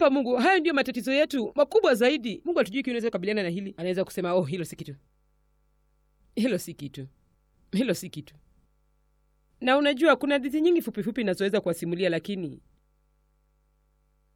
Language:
Swahili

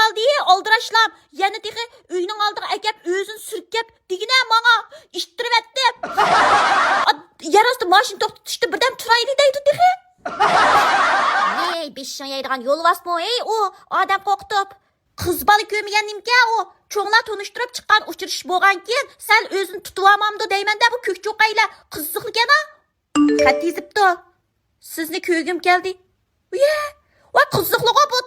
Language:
Uyghur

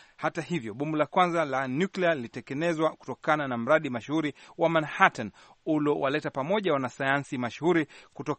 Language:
Swahili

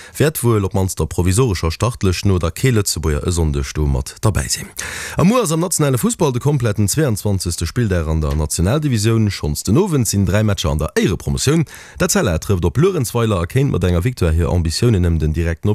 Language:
Luxembourgish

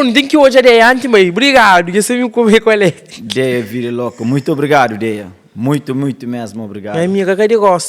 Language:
Kabuverdianu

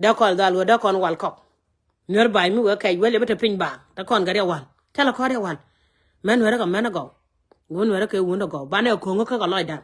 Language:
Nuer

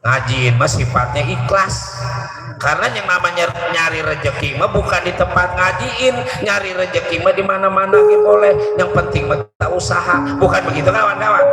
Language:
Betawi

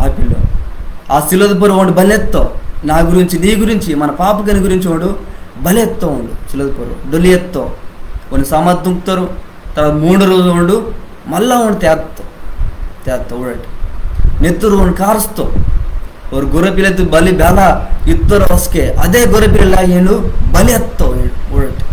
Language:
Koya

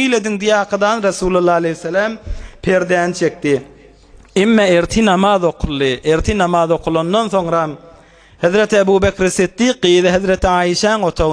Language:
Turkmen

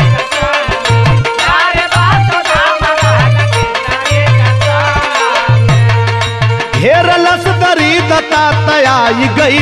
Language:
Bhojpuri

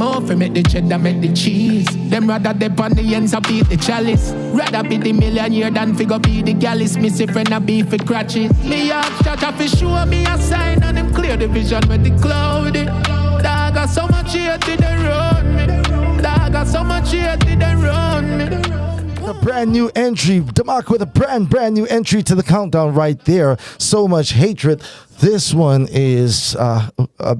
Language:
Jamaican Creole English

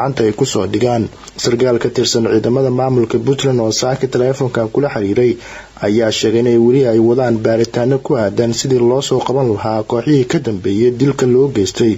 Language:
Somali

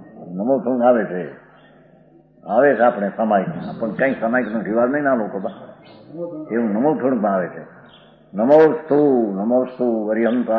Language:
Gujarati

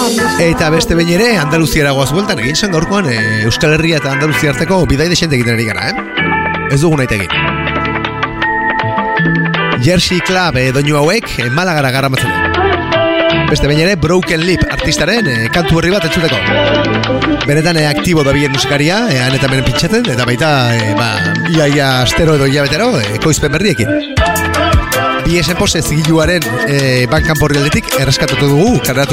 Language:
Basque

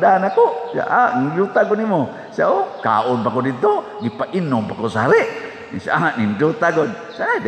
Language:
Cebuano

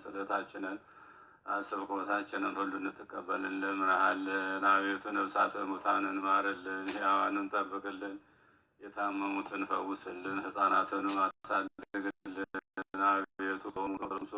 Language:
Amharic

